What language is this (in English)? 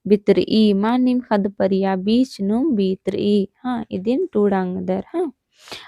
Kurukh